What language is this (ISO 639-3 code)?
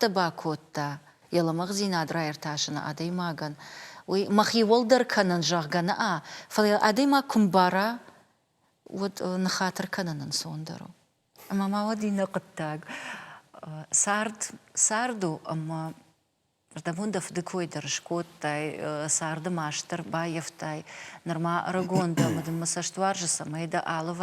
oss